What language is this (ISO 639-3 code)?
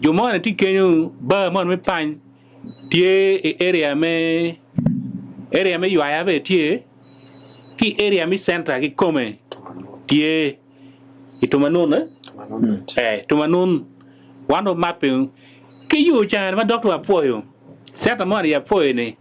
ach